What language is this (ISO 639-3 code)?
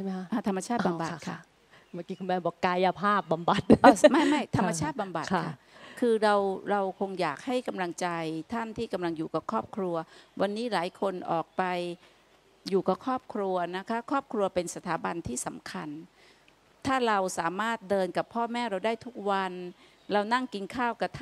tha